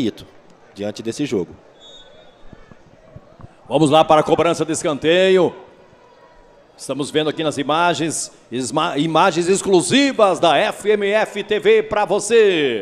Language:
Portuguese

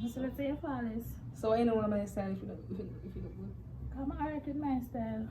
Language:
Jamaican Creole English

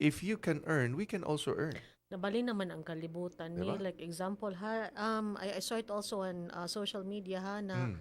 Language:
Cebuano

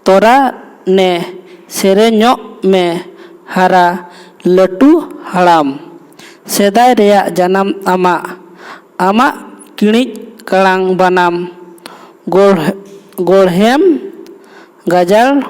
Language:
Santali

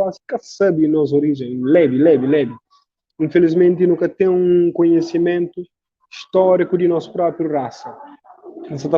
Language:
Kabuverdianu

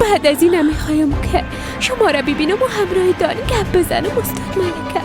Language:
Persian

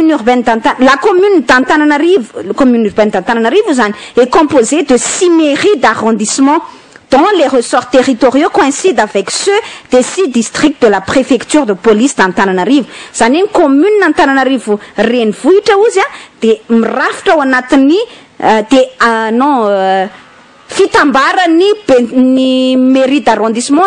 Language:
Malagasy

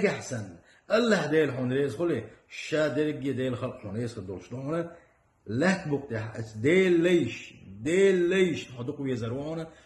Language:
Chechen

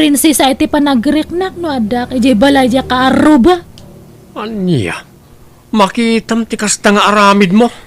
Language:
Iloko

